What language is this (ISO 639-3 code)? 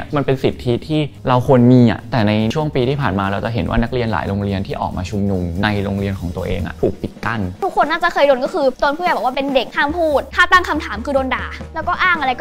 tha